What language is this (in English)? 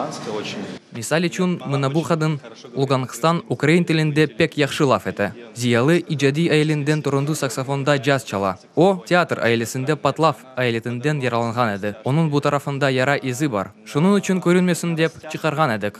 Crimean Tatar